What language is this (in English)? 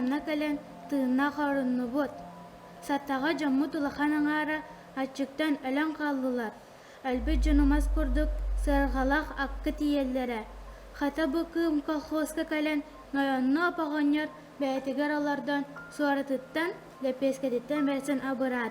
Yakut